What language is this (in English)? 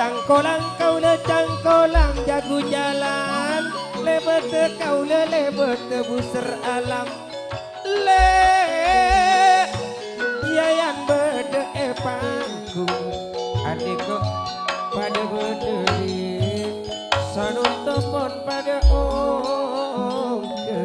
Madurese